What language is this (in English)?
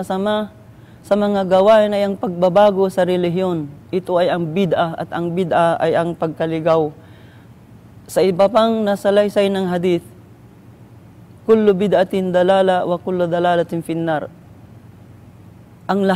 Filipino